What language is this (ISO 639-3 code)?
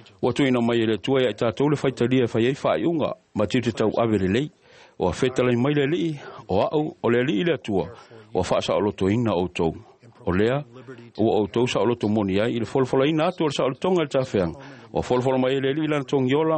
smo